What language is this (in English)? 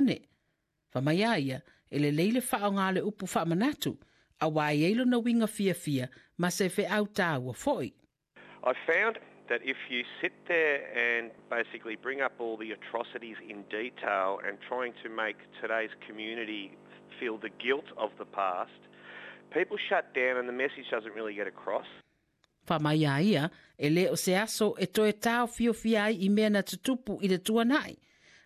Samoan